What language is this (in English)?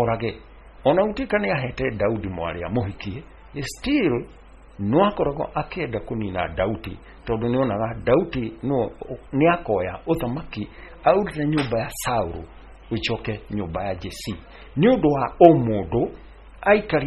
Kikuyu